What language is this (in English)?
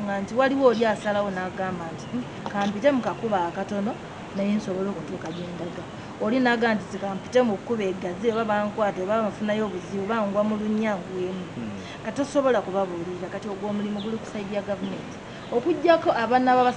Ganda